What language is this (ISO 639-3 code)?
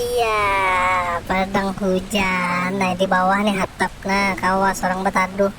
bjn